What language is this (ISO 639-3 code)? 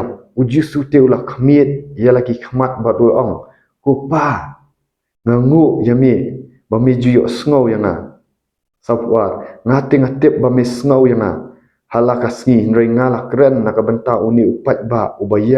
kha